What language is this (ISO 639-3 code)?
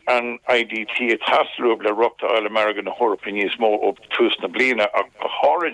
gle